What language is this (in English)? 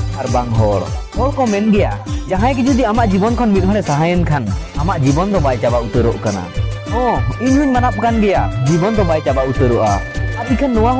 Santali